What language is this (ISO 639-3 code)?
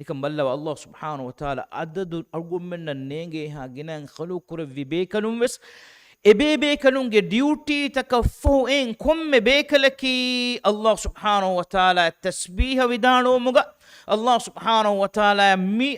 div